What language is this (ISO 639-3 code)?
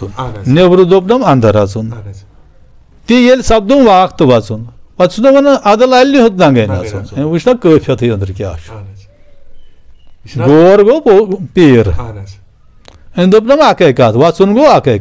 kas